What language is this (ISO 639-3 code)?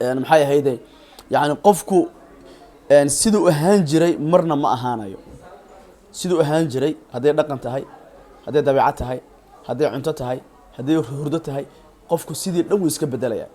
som